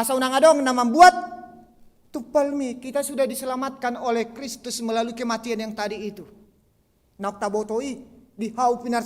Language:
Batak Toba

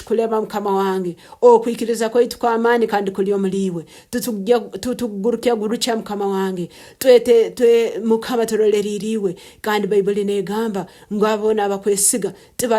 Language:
Nyankole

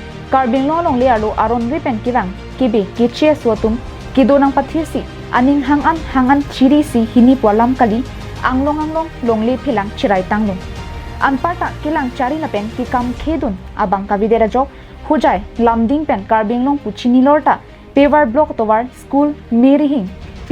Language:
Karbi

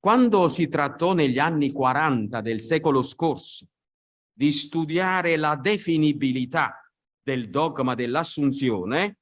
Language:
Italian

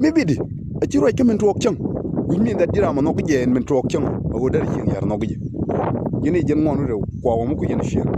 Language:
Nuer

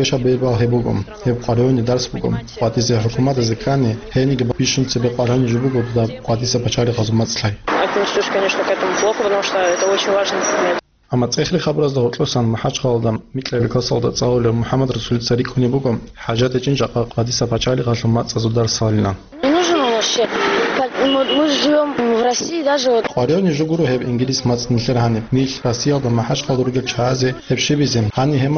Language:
Avaric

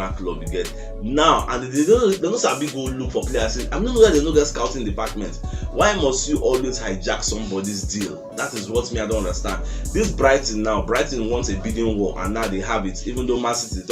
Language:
Nigerian Pidgin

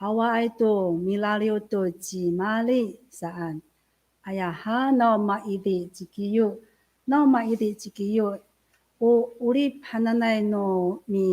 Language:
Amis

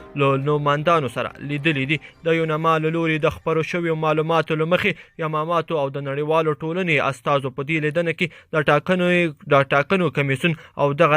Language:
Pashto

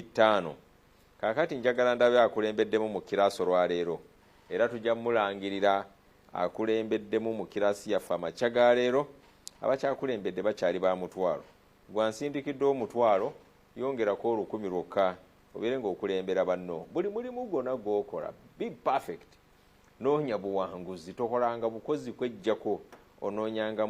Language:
Ganda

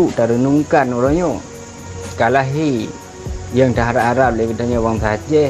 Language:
Achinese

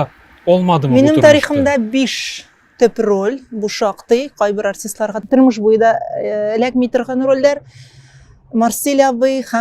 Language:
Tatar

